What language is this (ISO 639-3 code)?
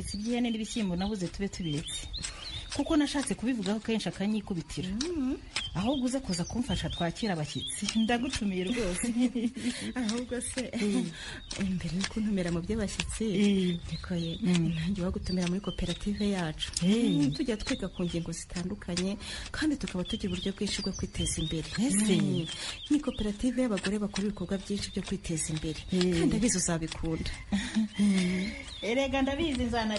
kin